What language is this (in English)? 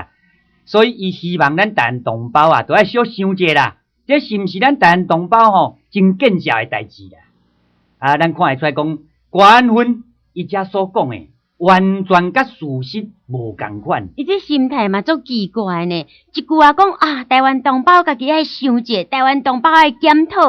Min Nan Chinese